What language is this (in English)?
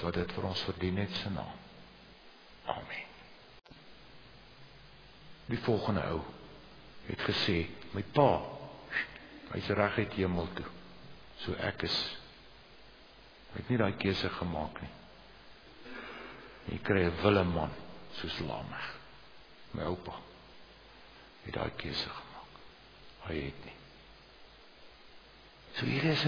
Afrikaans